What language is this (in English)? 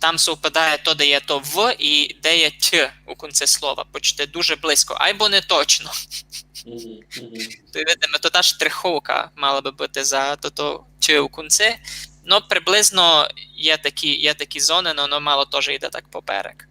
Rusyn